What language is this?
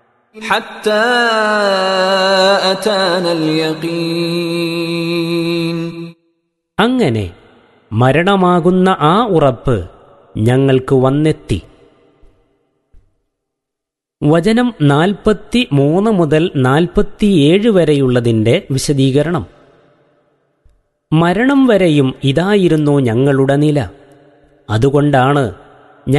Malayalam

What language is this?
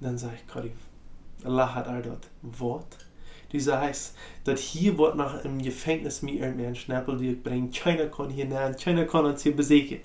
Plautdietsch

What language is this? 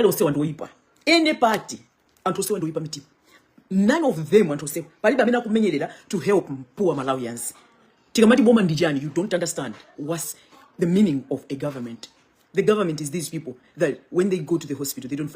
Nyanja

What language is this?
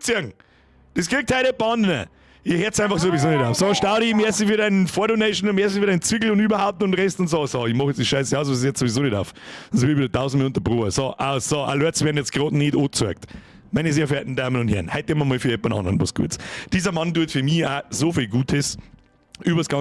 Bavarian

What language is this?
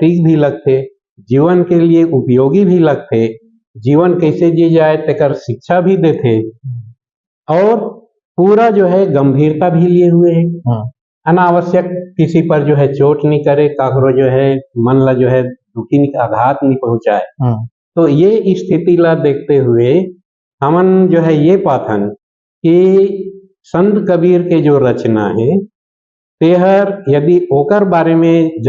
Chhattisgarhi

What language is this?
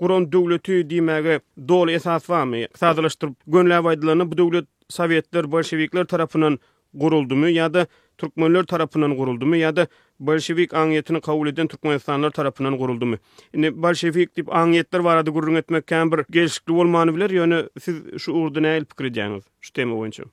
Turkmen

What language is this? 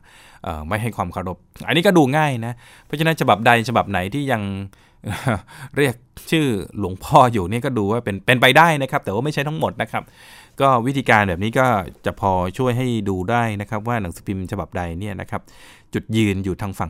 Thai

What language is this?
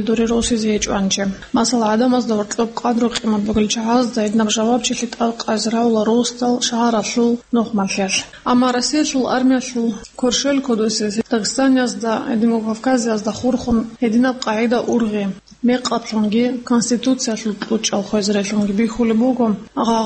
Avaric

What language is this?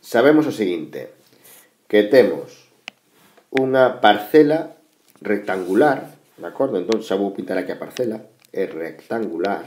Galician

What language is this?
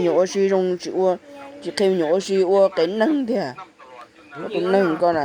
Hmong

